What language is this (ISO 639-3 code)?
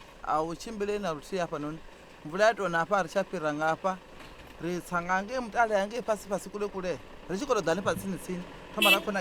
ven